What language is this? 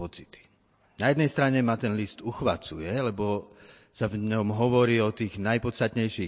Slovak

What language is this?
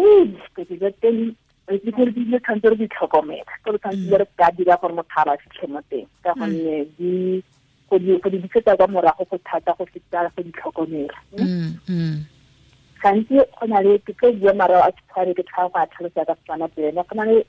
Tswana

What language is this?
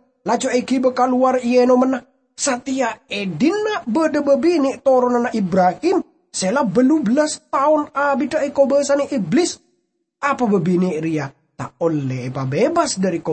Madurese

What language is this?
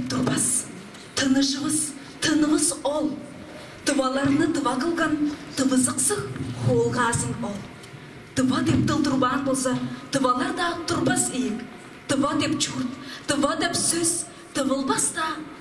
Tuvinian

